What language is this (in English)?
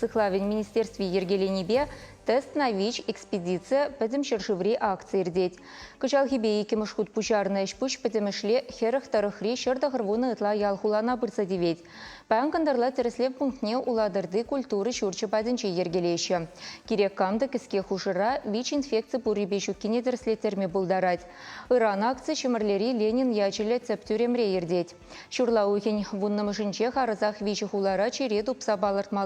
Chuvash